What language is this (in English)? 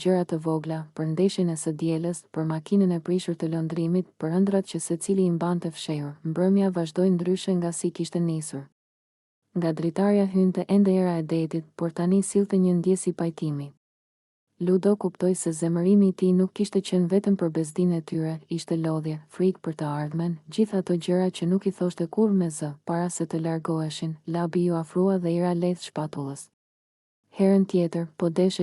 Albanian